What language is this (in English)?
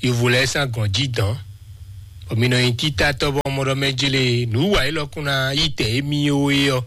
Fon